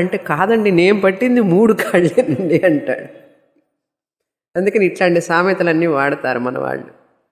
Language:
Telugu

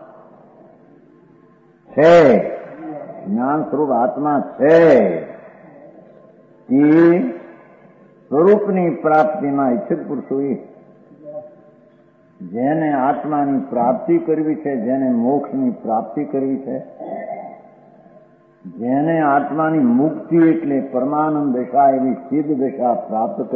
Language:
Gujarati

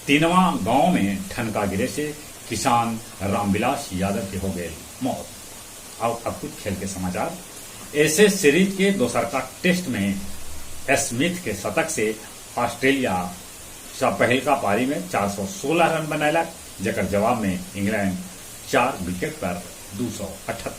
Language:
Magahi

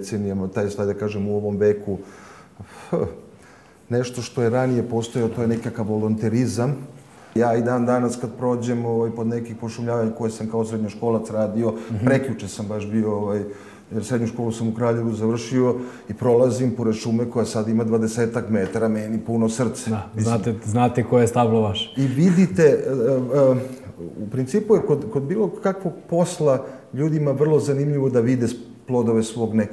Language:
Serbian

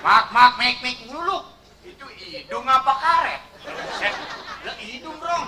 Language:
Betawi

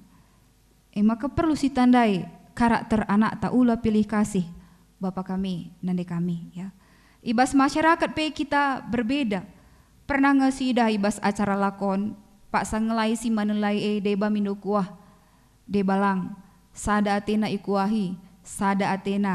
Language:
Batak Karo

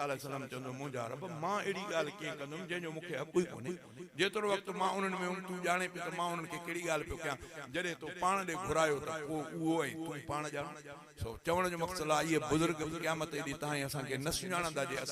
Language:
Sindhi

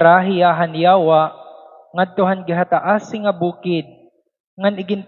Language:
Waray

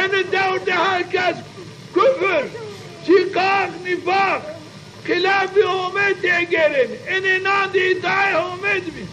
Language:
Zaza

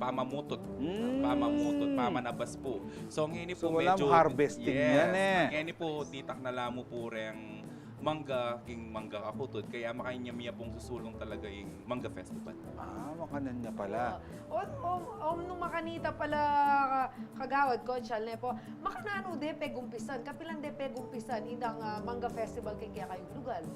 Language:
Pampanga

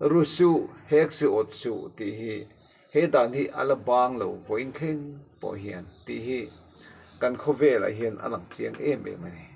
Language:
Mizo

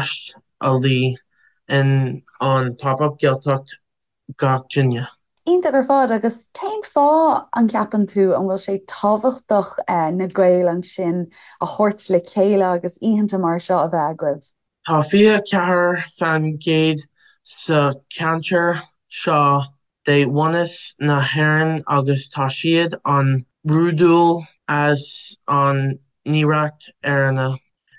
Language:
Irish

